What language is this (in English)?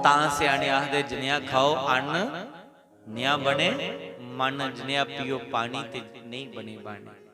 Dogri